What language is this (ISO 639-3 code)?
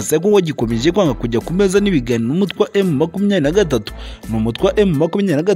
kin